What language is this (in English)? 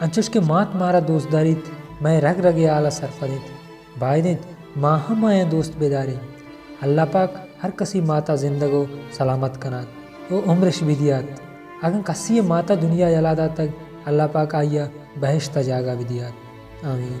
Baluchi